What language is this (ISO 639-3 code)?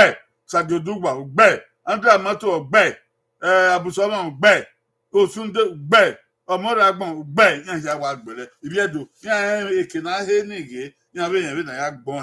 bin